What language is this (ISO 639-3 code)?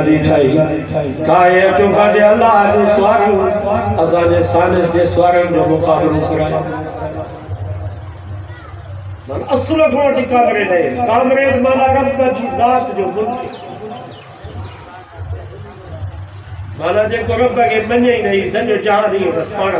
snd